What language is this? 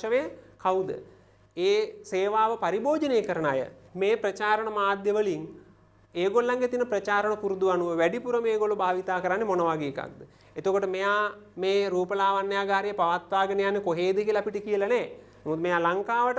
Sinhala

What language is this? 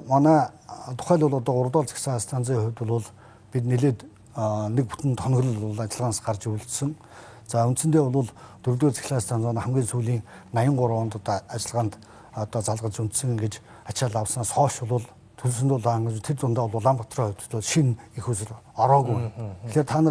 Mongolian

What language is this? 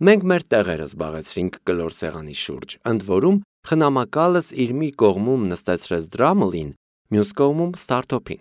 Armenian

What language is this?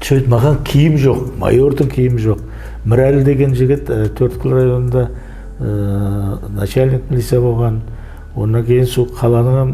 Kara-Kalpak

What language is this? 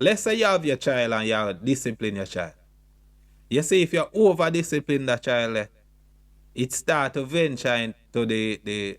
Jamaican Creole English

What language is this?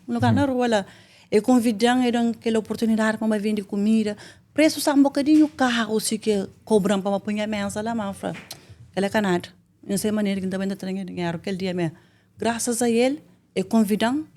Kabuverdianu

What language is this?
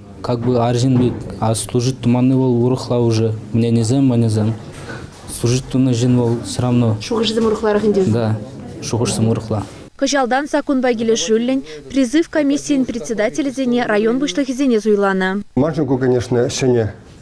Chuvash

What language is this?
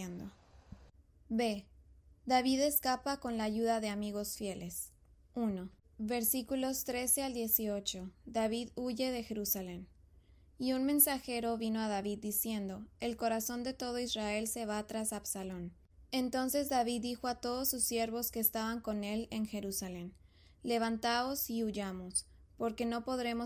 Spanish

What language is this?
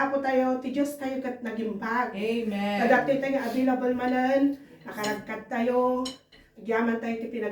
Iloko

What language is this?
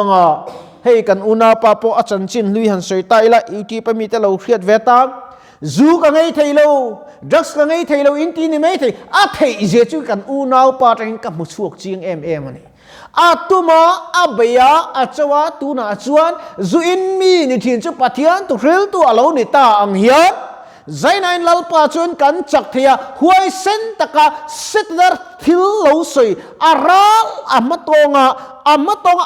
Mizo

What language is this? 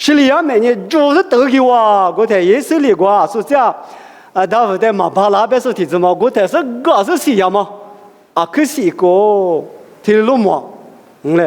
Lisu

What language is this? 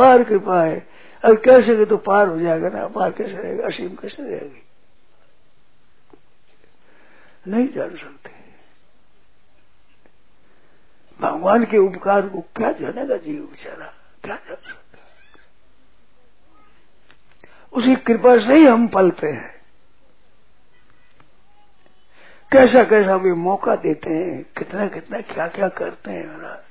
Hindi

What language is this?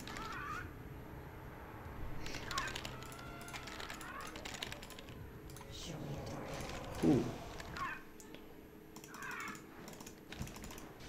Persian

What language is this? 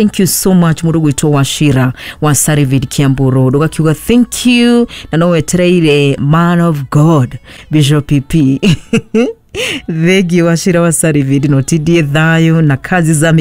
Kikuyu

